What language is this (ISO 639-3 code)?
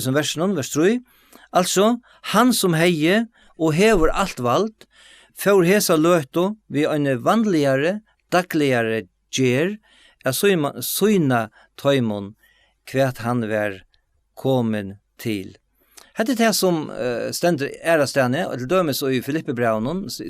fao